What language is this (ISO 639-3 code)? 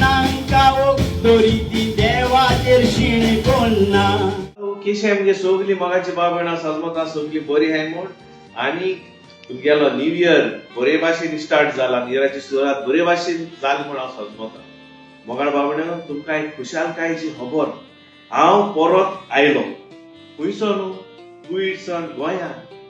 kok